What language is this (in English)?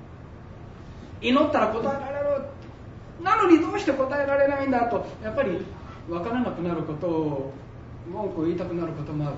Japanese